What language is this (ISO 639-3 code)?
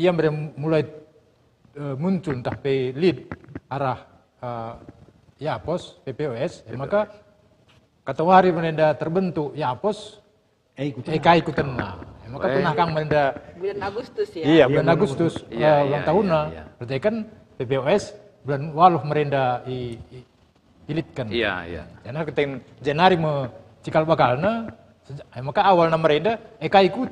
btx